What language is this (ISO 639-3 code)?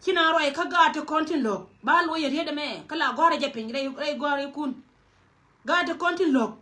nus